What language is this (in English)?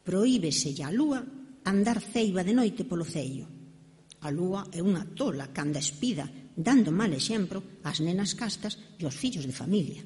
Galician